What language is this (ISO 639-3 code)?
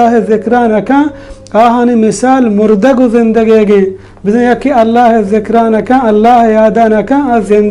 bal